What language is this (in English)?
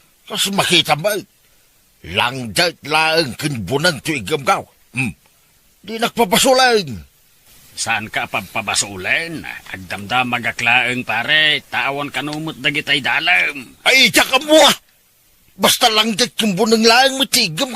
Iloko